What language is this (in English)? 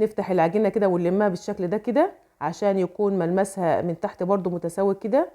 Egyptian Arabic